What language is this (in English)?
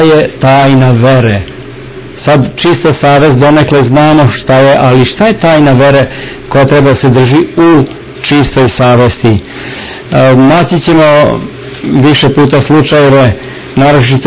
Serbian